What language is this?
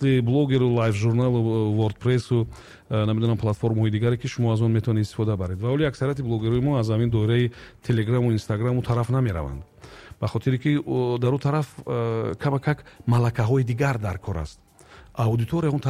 Tajik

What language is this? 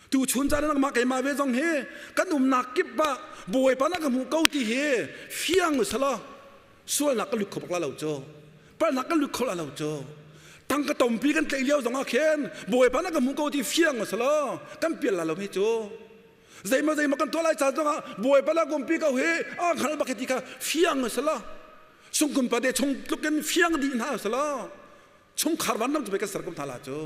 Hakha Chin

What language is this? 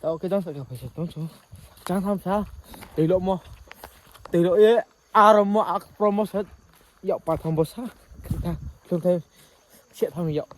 Riang (India)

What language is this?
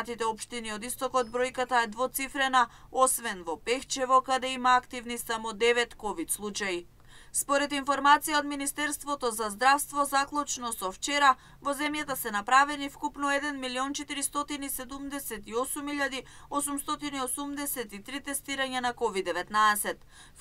Macedonian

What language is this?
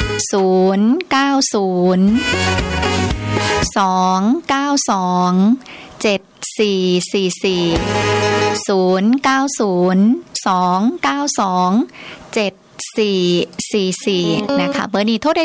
Thai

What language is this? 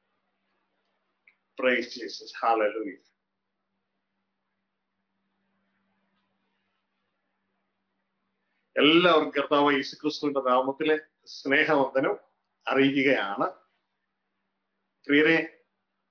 Malayalam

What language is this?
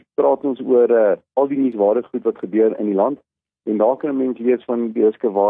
Afrikaans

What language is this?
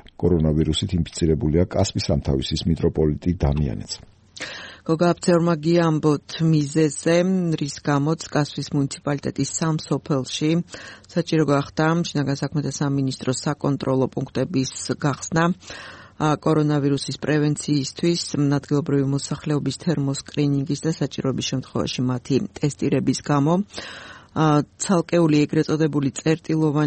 Georgian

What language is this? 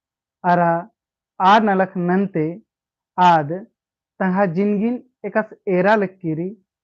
Kurukh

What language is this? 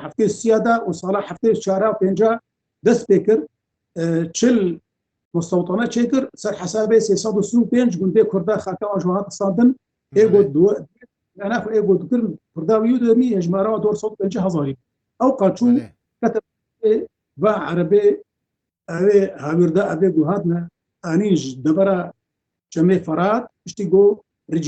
Kurdish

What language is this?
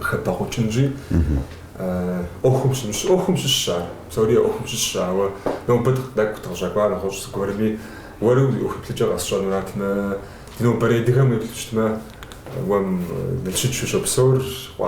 Kabardian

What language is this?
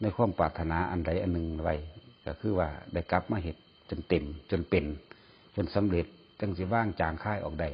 Northeastern Thai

